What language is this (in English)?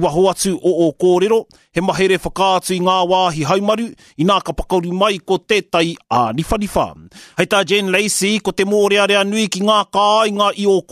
Māori